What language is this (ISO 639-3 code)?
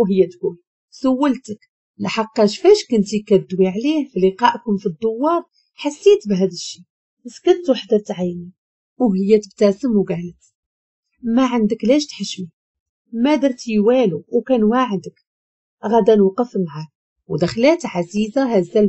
ary